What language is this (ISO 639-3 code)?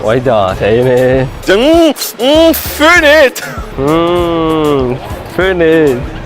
mfe